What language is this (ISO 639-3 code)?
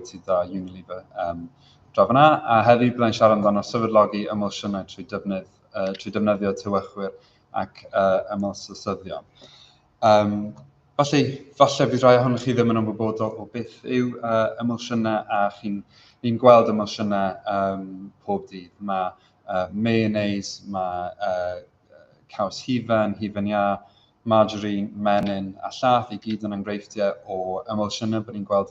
cym